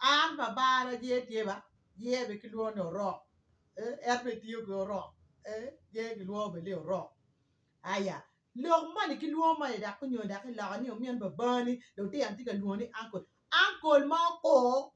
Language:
Acoli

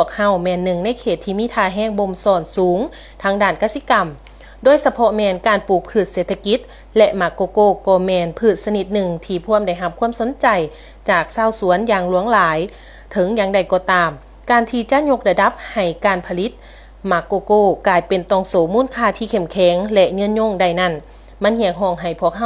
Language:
Lao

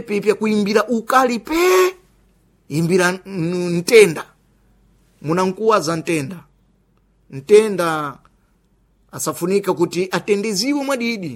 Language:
Sena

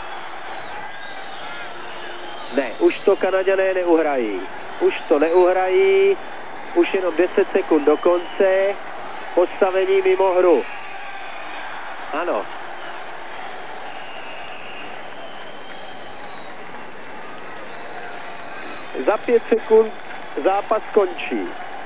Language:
Czech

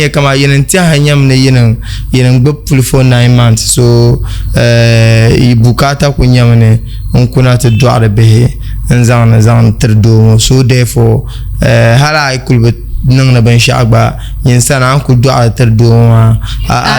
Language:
Dagbani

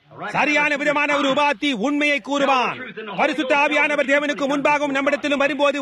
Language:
Tamil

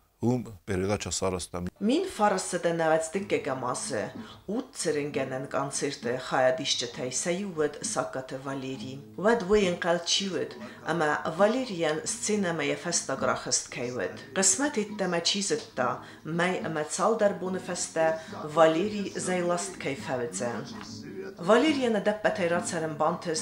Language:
Ossetic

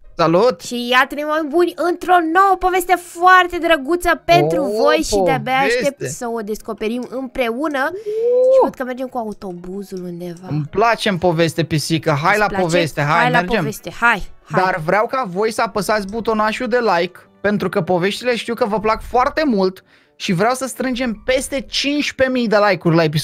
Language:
Romanian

